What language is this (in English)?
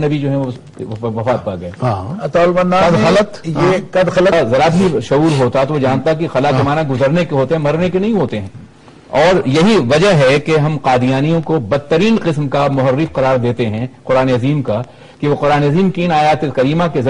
Urdu